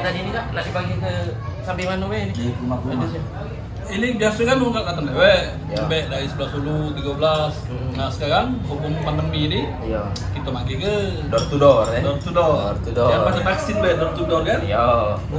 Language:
Musi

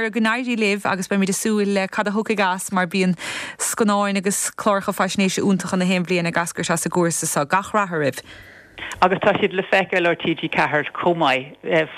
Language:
Irish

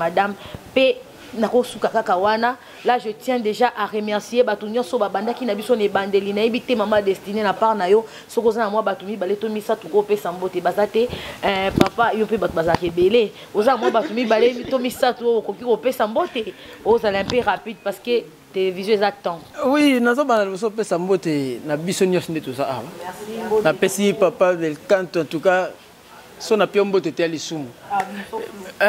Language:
Lingala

